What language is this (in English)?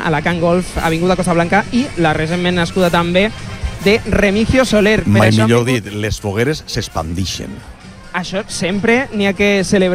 Catalan